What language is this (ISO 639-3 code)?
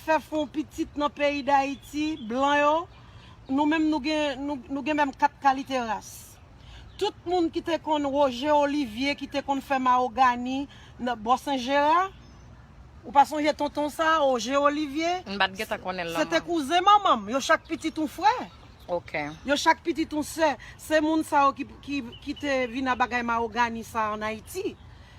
hat